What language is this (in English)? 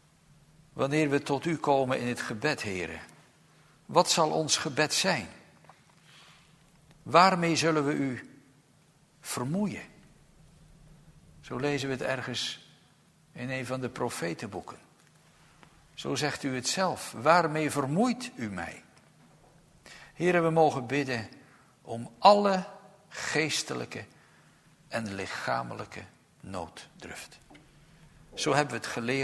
Dutch